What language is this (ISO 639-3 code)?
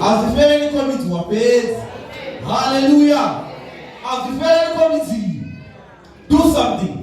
ven